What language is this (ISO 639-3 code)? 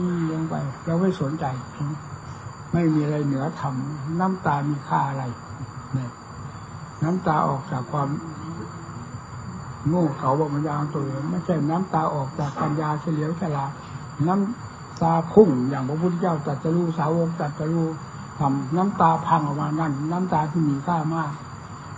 tha